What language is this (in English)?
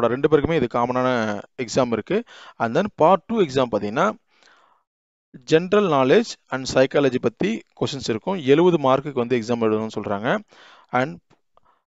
Tamil